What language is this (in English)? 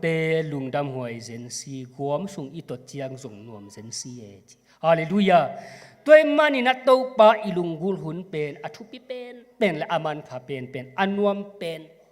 Tedim Chin